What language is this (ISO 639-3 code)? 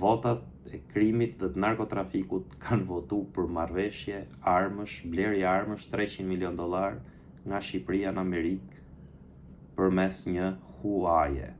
sqi